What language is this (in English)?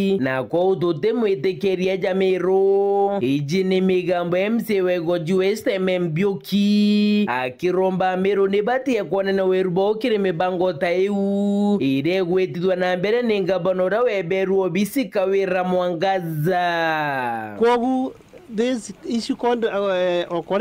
Meru